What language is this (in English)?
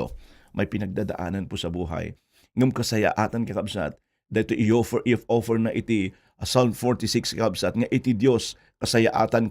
Iloko